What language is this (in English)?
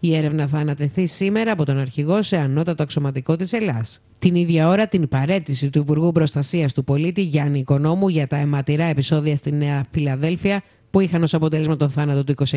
Greek